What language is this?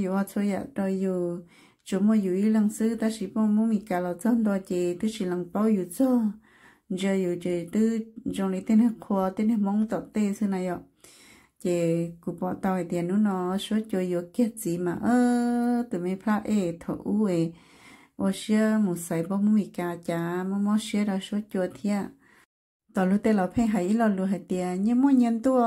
Hmong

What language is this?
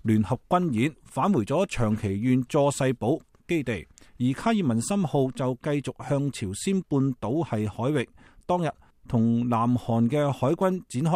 Cantonese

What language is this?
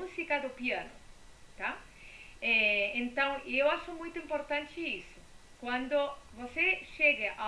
Portuguese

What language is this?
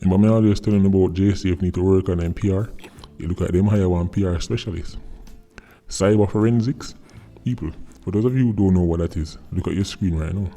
Jamaican Creole English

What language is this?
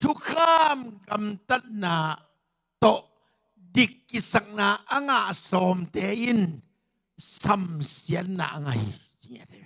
Tedim Chin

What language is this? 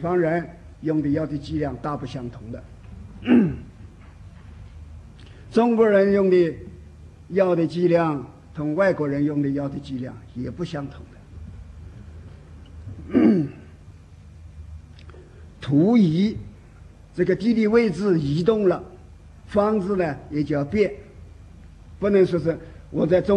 Chinese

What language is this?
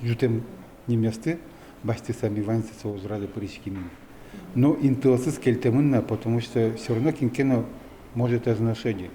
Udmurt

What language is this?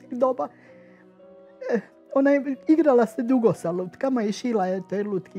Croatian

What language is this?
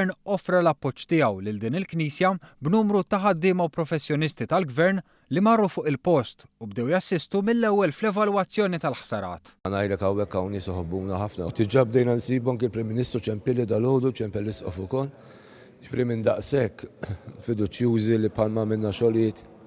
Maltese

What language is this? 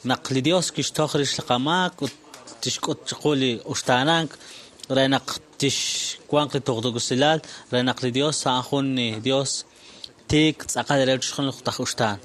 Kekchí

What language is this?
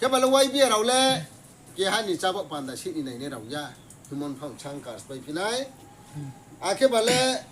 Riang (India)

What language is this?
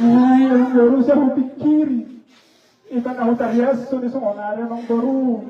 Batak Toba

